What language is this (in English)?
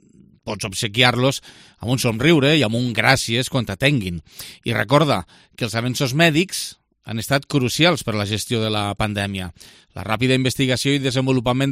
Catalan